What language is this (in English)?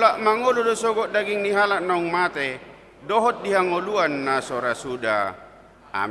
Batak Toba